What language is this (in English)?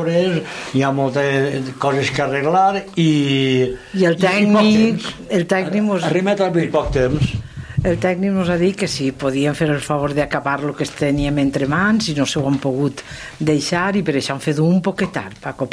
Catalan